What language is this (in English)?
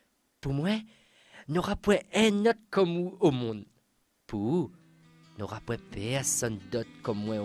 Réunion Creole French